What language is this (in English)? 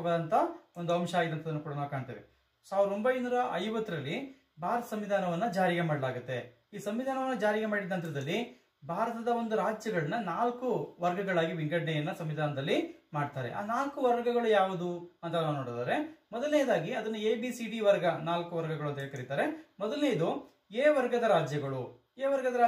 Kannada